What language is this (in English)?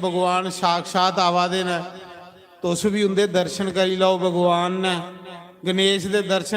Dogri